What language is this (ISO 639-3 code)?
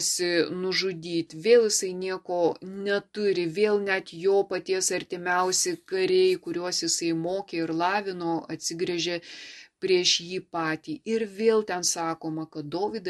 lit